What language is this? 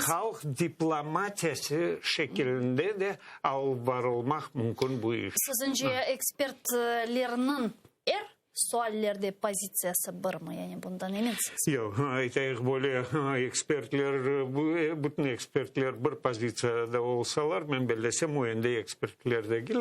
Crimean Tatar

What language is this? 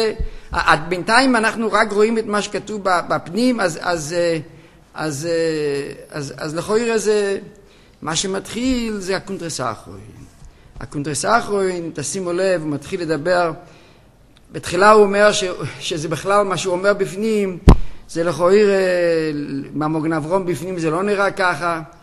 Hebrew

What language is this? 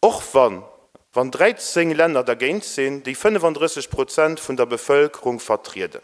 Luxembourgish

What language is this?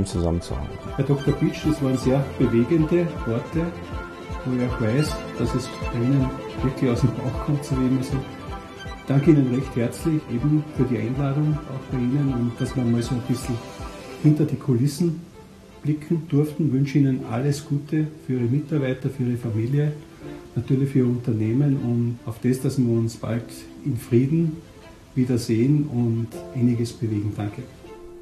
German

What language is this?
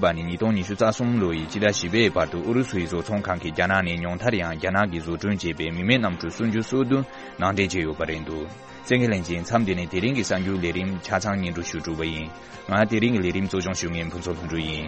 Tibetan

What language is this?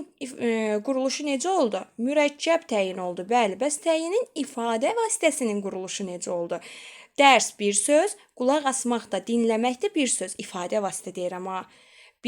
Azerbaijani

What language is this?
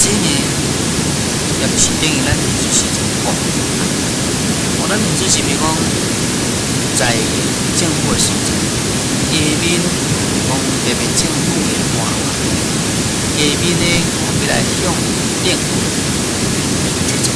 Min Nan Chinese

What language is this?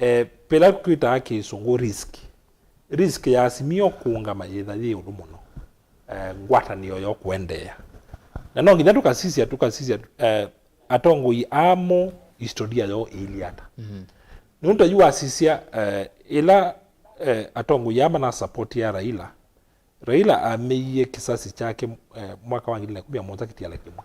Kamba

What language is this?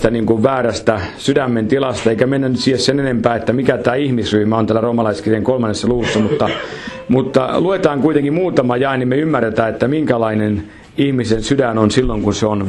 Finnish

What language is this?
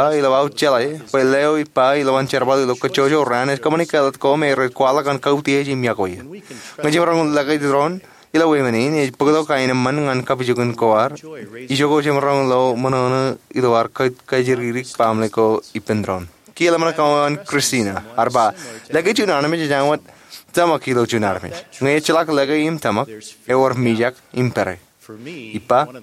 Marshallese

